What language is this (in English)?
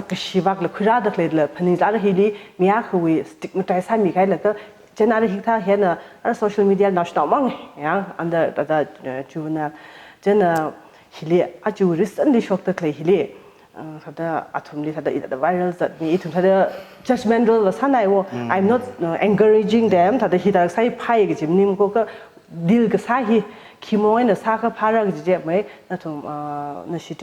Tangkhul Naga (India)